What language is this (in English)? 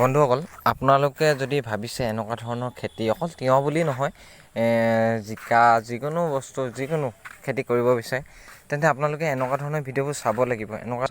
Assamese